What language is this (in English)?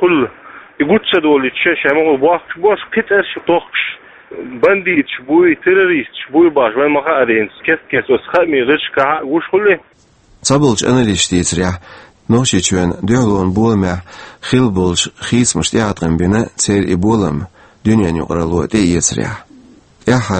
Chechen